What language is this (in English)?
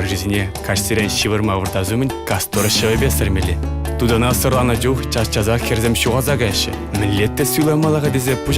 Chuvash